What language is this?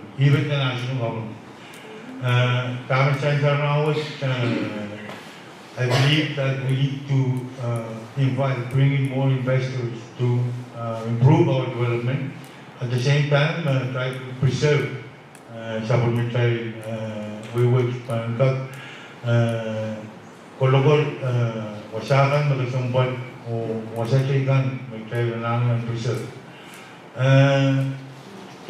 Pohnpeian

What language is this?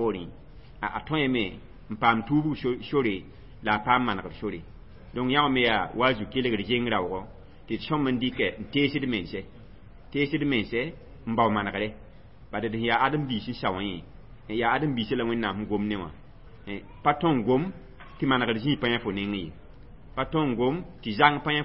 Mossi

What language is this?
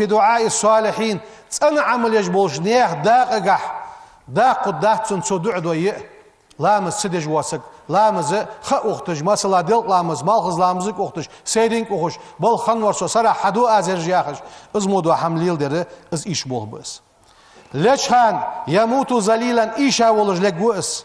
Ingush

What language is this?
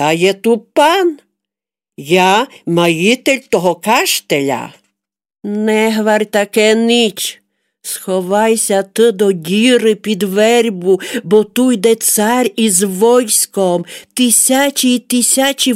Rusyn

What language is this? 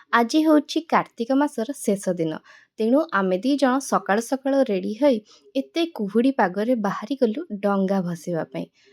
Odia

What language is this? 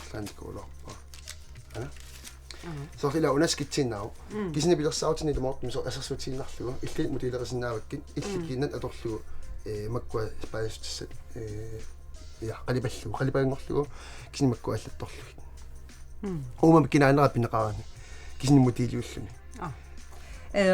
Kalaallisut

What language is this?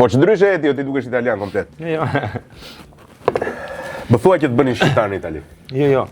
Albanian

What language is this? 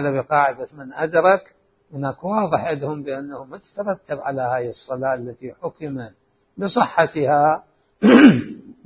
Mesopotamian Arabic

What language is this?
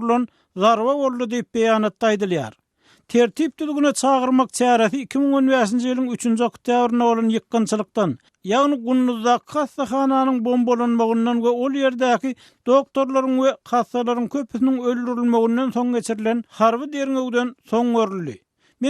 Turkmen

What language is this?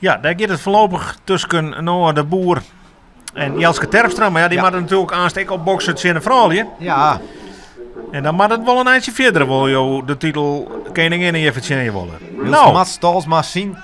Western Frisian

